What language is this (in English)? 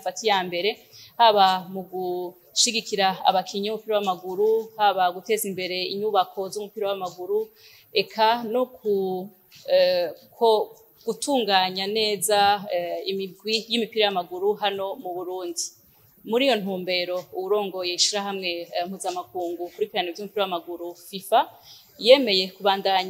Rundi